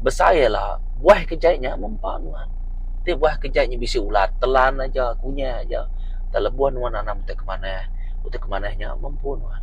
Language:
Iban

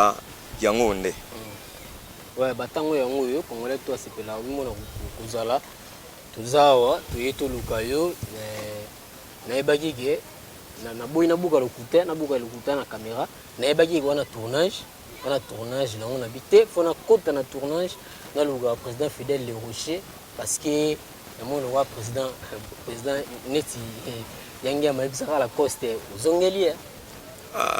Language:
Lingala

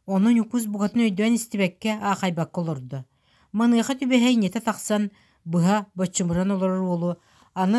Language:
Yakut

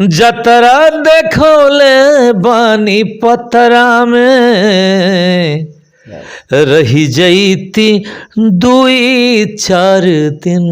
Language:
Bhojpuri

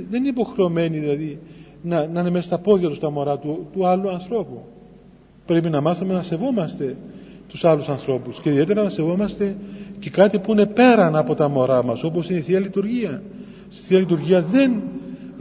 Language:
Greek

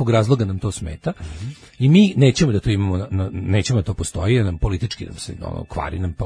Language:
Serbian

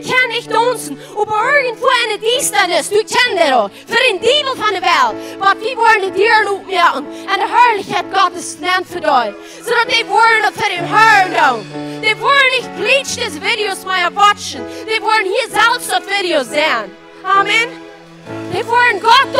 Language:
Plautdietsch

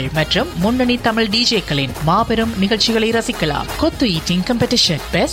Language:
Tamil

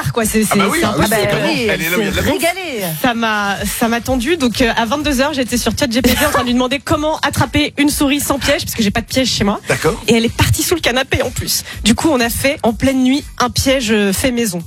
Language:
French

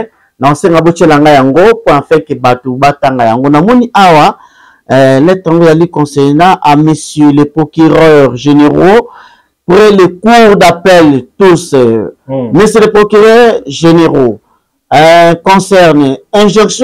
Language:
Lingala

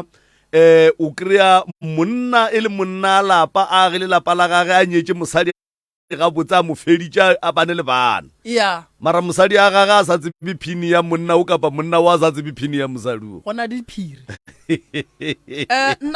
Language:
Northern Sotho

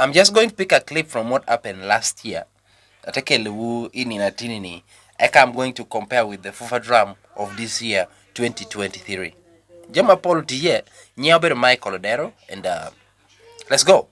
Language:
Lango (Uganda)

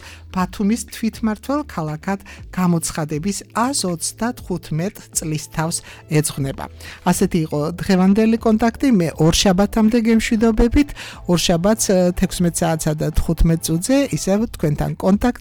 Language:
Georgian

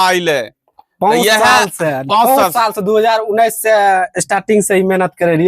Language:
Angika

